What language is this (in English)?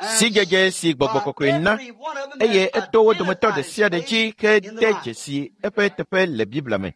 Ewe